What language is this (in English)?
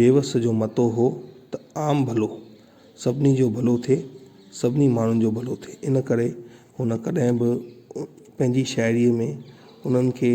Sindhi